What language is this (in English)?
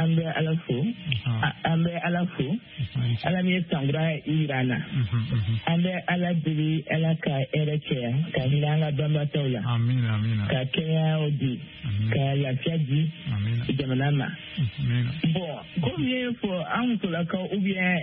Bambara